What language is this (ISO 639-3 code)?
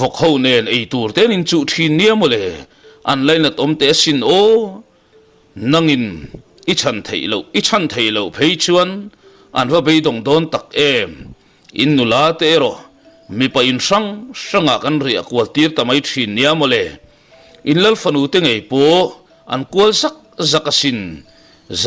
lus